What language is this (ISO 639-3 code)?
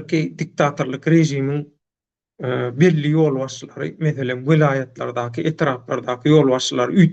tuk